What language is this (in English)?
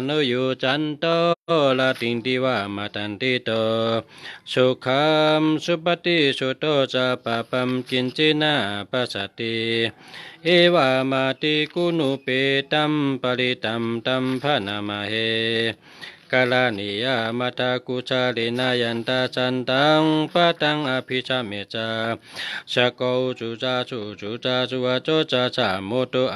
Shan